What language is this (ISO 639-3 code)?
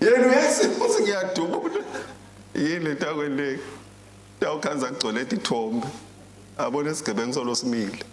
ssw